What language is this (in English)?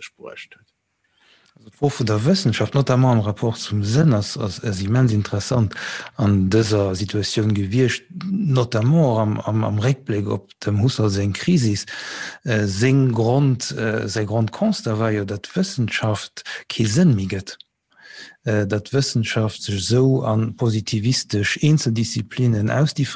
Luxembourgish